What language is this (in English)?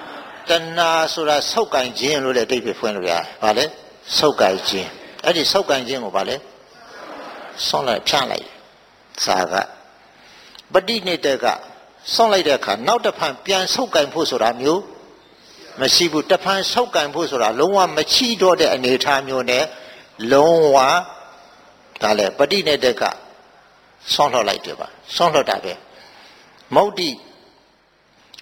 Burmese